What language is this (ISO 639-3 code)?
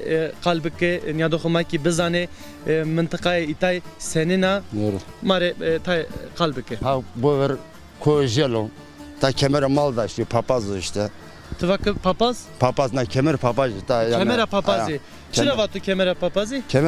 zza